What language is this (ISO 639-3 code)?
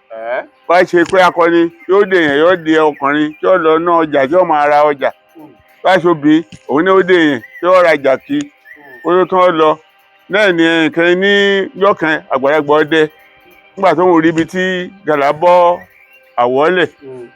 yor